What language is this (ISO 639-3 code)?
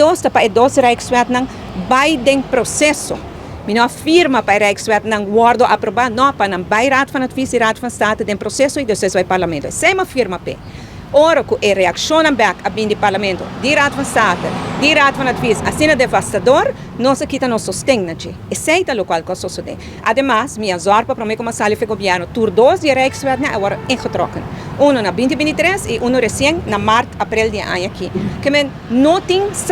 pap